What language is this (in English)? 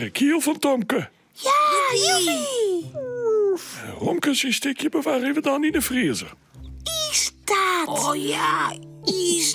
Western Frisian